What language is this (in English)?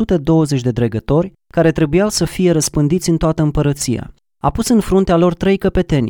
Romanian